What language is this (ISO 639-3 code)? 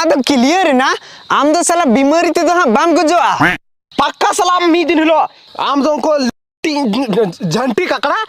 sat